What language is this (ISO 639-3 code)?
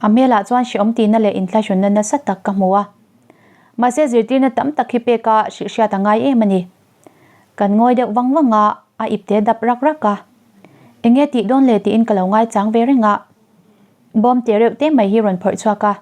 lus